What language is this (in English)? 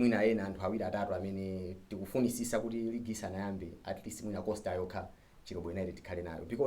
Nyanja